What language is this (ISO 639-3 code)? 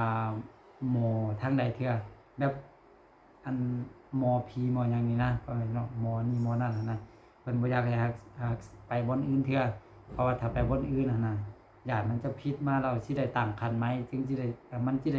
lao